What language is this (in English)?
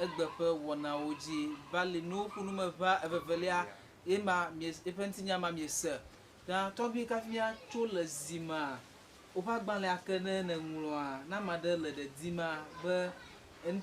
Ewe